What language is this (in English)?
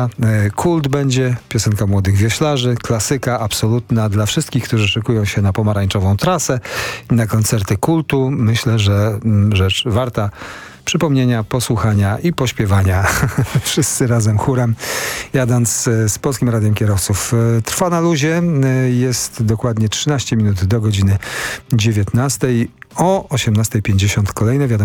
Polish